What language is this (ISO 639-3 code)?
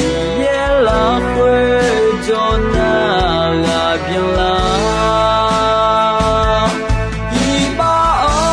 ahk